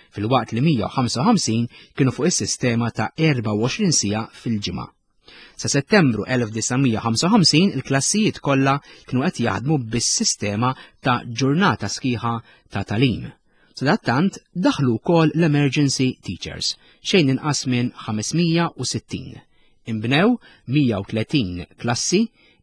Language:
Maltese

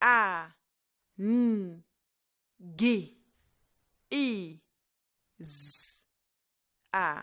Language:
Nyanja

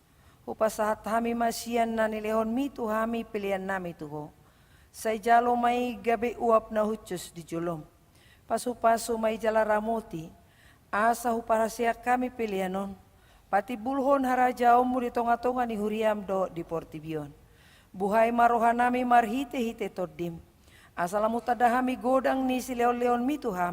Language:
Batak Toba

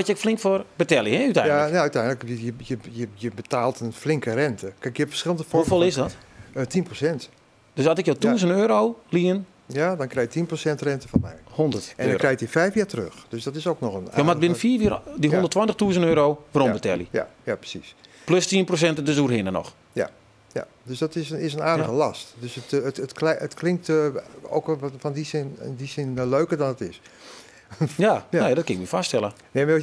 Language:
Western Frisian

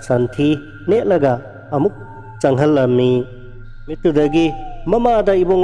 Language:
Manipuri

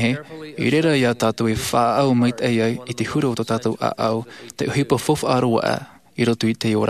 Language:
Tahitian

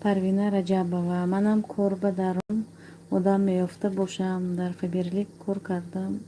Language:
Tajik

